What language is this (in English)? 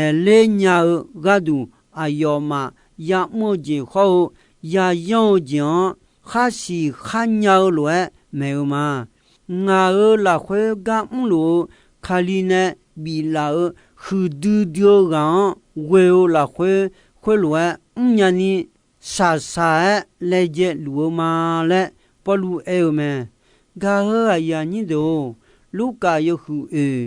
Akha